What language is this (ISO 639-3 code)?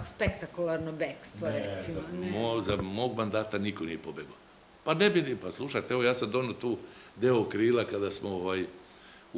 srp